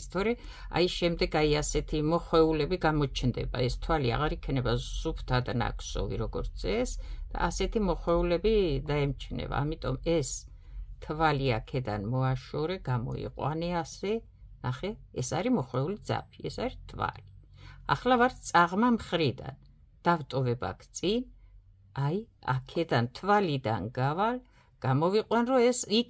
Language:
Georgian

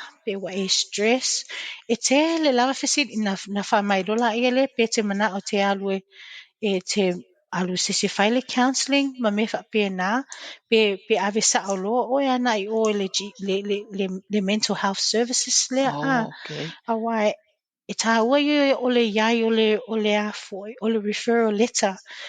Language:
Samoan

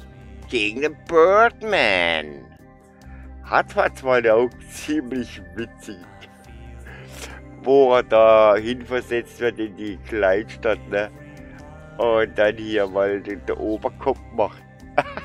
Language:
German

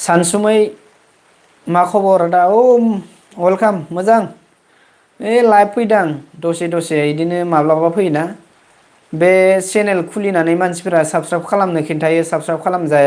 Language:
Bodo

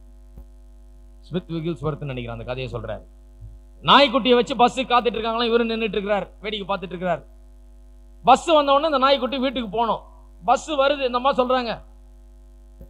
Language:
Tamil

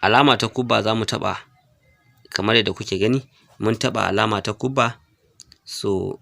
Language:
Hausa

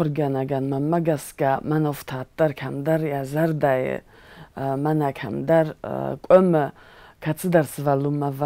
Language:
Ossetic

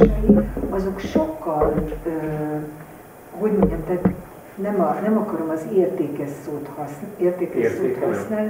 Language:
Hungarian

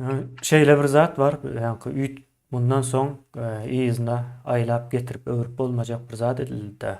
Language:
Turkmen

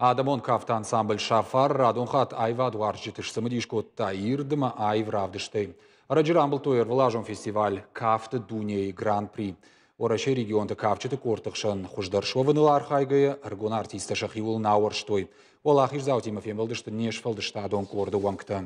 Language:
Ossetic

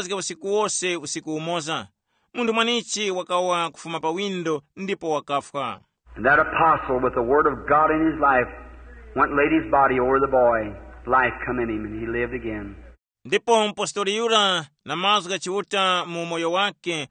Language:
Tumbuka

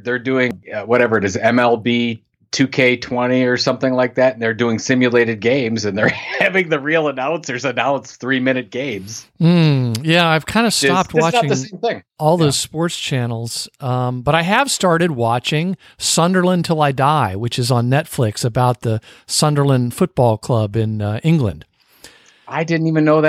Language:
English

